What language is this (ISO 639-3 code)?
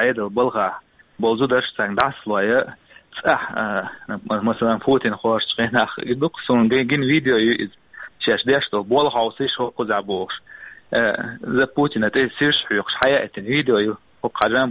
che